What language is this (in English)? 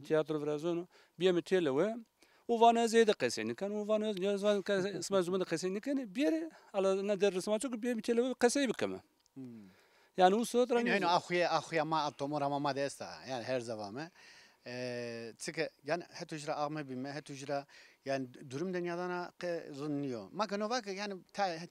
Zaza